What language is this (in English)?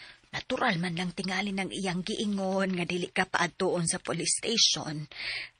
Cebuano